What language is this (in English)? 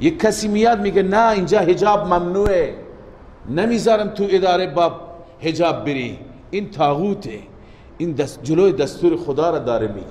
Persian